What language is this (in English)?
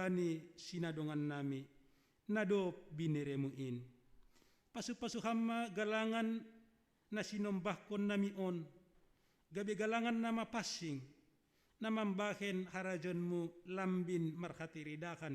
Batak Simalungun